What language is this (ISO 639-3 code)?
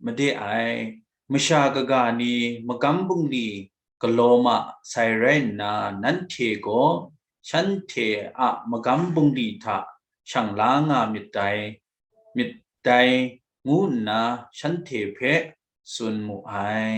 kac